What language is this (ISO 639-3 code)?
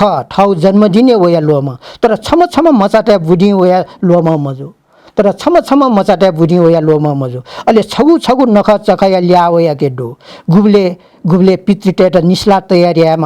new